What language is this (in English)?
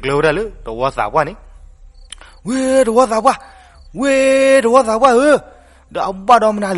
S'gaw Karen